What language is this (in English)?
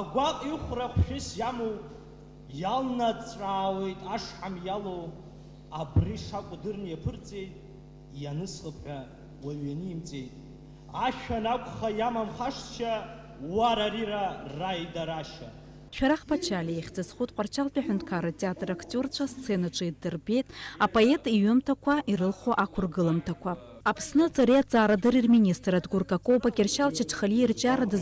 Abkhazian